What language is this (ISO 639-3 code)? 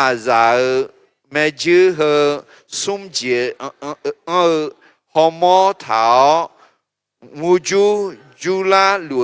ahk